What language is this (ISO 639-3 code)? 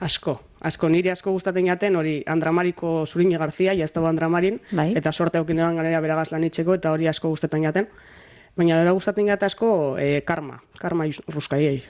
eus